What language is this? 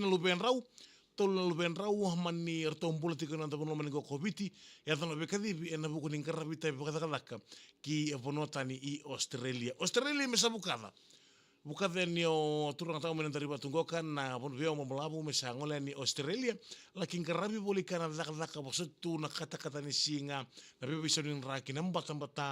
Fijian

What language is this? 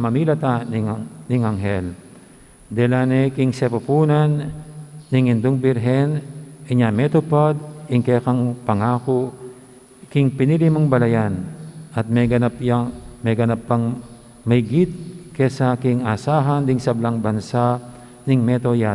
Pampanga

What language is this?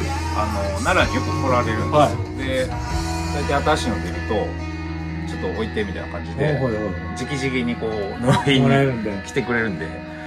Japanese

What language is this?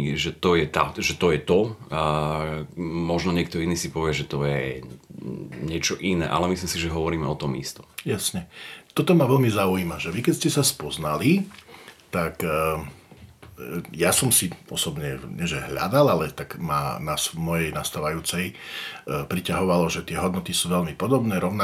Slovak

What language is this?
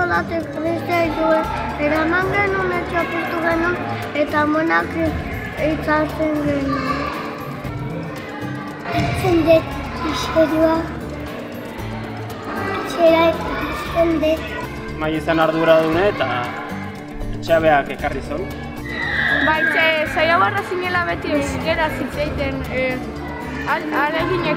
Basque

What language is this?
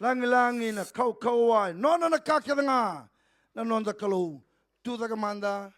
Fijian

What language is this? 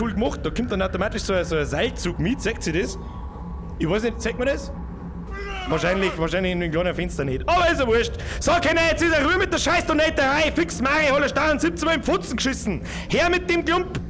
Bavarian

